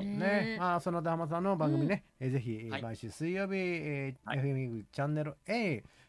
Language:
Japanese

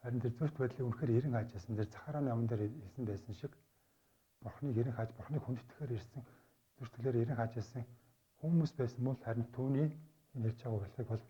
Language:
Mongolian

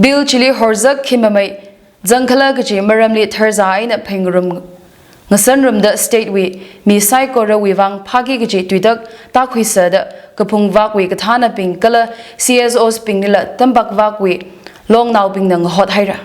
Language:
Tangkhul Naga (India)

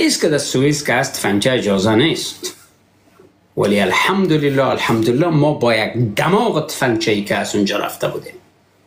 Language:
Persian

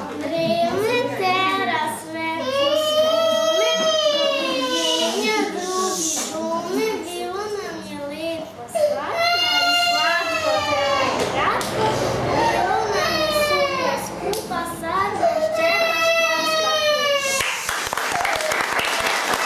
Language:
Serbian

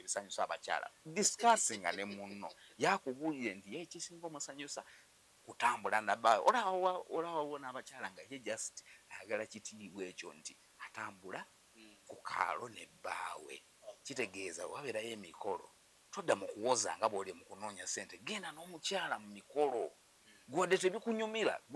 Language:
Ganda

